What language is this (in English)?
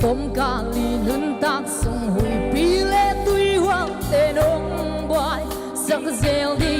Paite Chin